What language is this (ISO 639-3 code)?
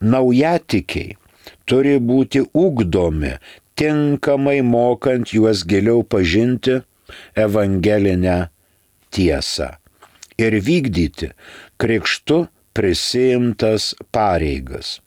lit